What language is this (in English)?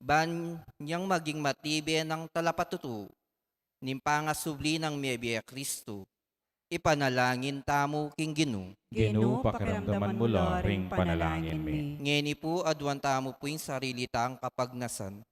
Pampanga